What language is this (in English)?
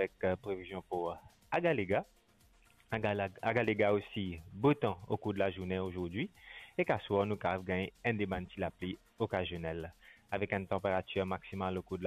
Morisyen